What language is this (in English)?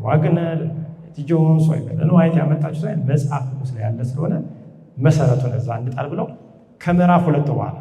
Amharic